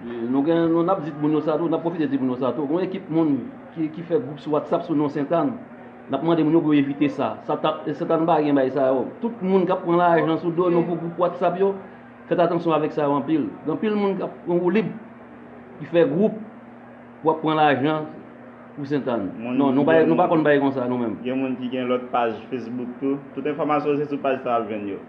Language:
Haitian Creole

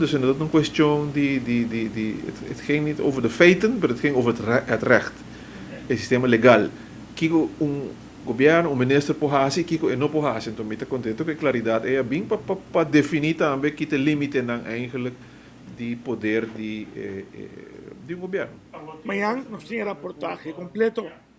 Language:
Papiamento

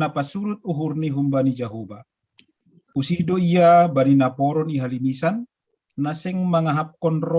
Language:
Batak Simalungun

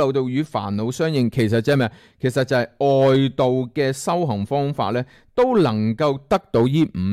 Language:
Cantonese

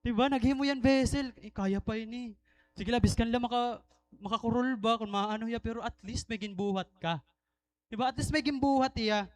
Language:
Waray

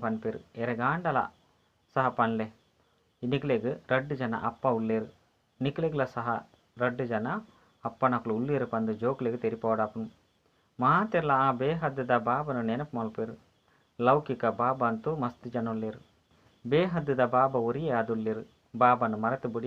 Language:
Tulu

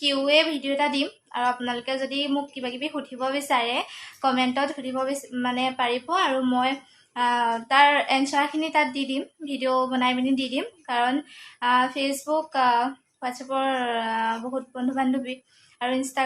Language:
Assamese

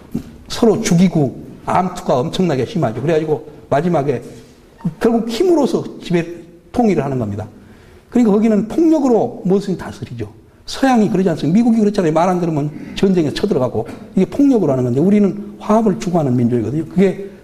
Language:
Korean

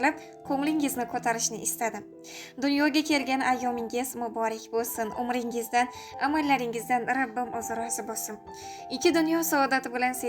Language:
Uzbek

